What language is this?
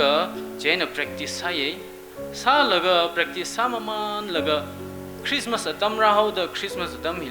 Tangkhul Naga (India)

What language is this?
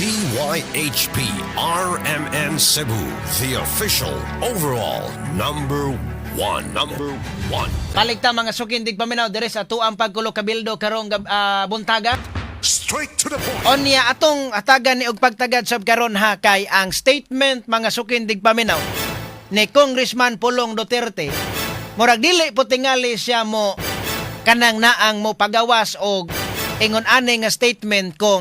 Cebuano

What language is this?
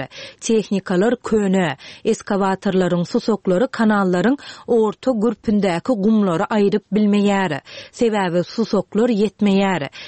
Turkmen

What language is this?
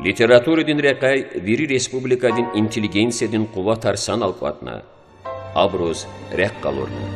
Lezghian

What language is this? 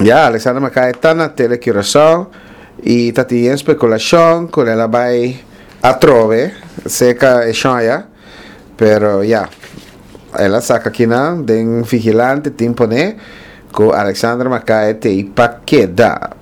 Papiamento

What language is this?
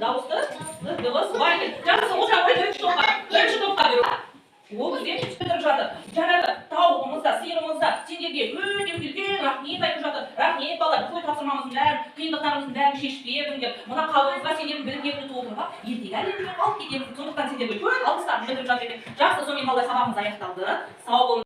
Kazakh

